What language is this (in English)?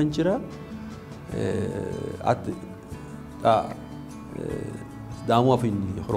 Sidamo